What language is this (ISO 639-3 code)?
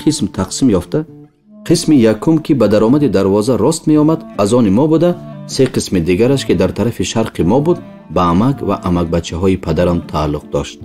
tgk